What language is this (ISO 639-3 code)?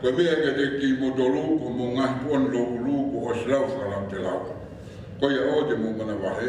ton